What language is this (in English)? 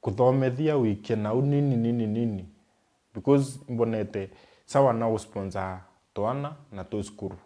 Meru